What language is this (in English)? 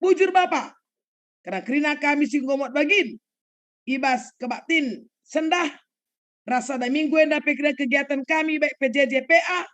Batak Karo